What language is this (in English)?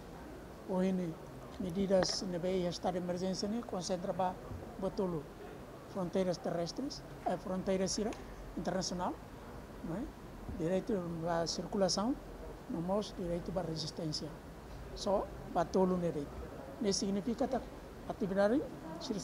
Tetum